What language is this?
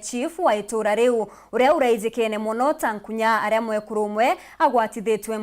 Meru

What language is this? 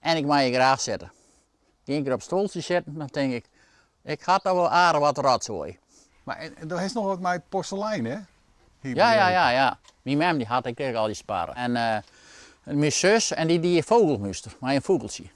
Western Frisian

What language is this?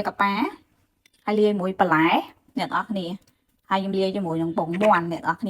Khmer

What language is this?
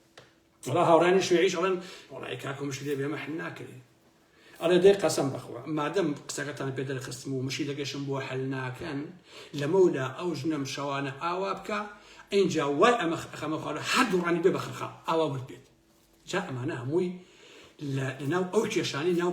Central Kurdish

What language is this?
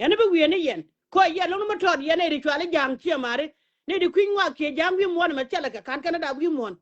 Nuer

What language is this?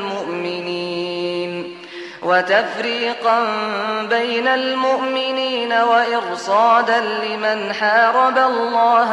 Arabic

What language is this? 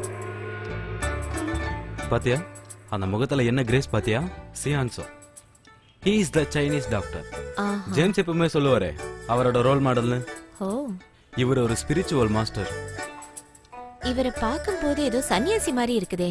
Tamil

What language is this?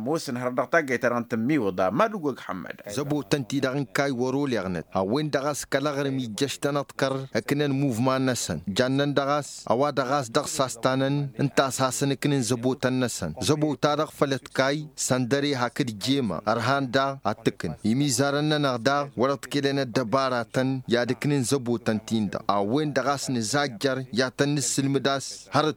Tamasheq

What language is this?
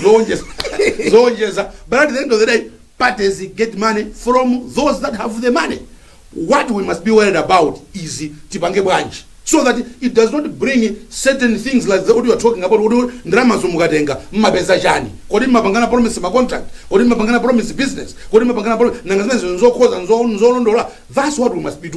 Nyanja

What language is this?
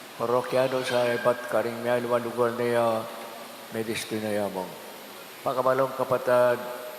Pampanga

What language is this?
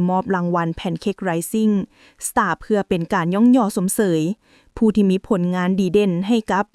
Lao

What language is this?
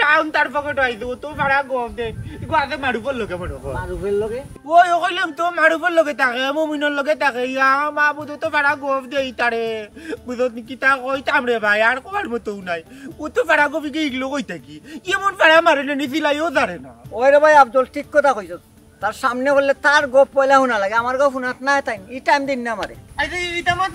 Sylheti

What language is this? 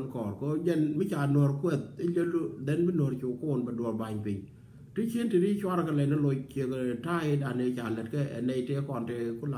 Nuer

